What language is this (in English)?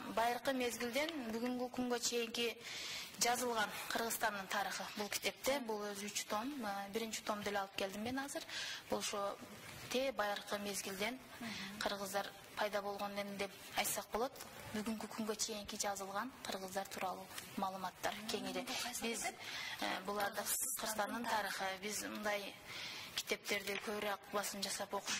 Kyrgyz